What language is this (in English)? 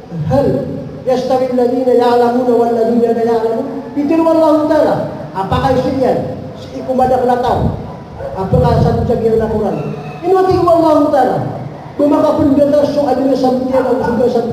Maranao